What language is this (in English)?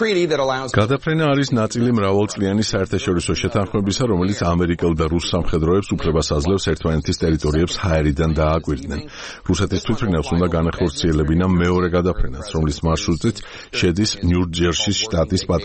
Georgian